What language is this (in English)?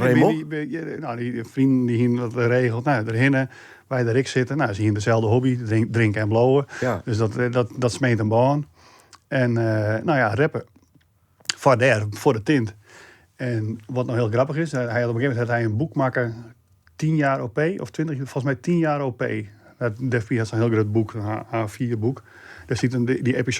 Western Frisian